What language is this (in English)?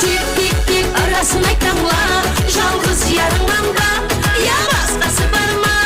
Kara-Kalpak